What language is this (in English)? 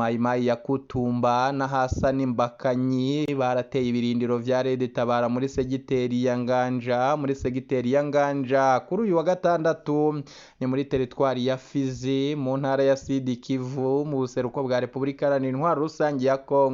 Rundi